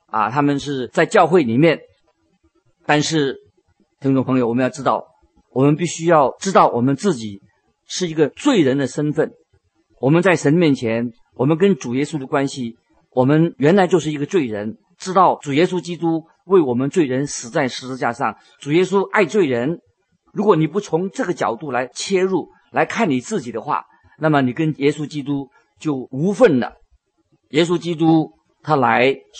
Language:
Chinese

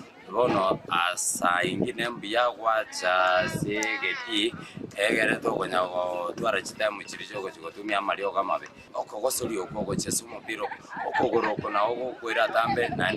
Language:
Gusii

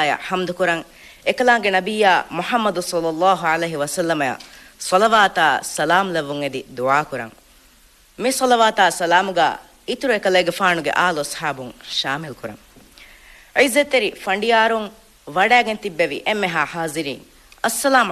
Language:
Divehi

